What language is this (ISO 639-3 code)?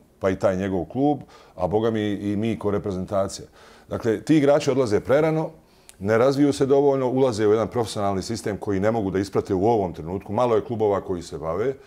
bos